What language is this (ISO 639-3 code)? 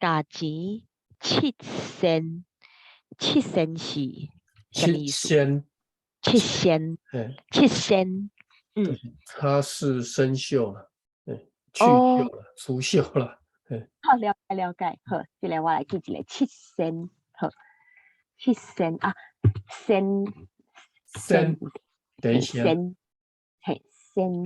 nan